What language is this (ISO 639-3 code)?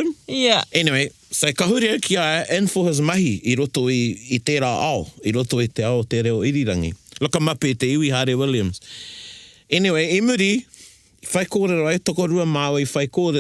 mri